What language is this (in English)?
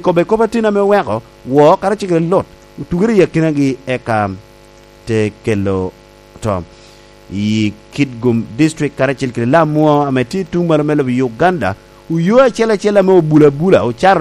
Lango (Uganda)